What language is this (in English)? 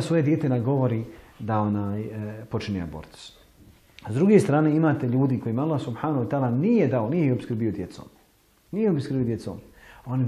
Bosnian